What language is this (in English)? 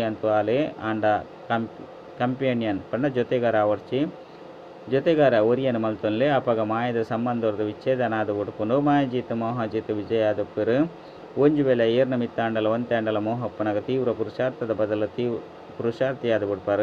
Tulu